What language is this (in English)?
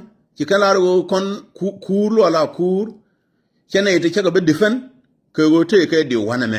Nuer